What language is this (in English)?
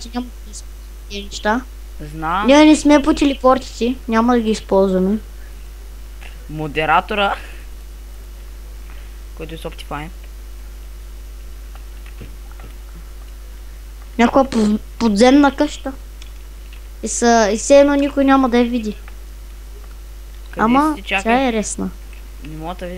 Bulgarian